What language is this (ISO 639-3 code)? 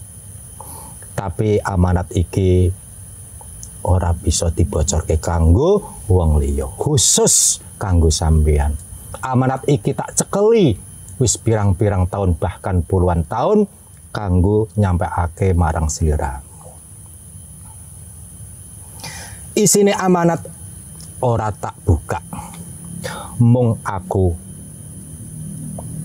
jav